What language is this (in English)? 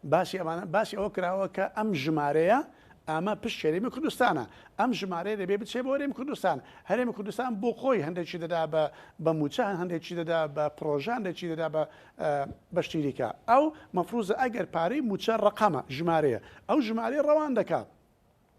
Central Kurdish